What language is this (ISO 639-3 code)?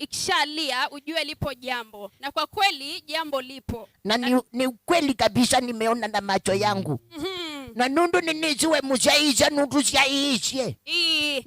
kam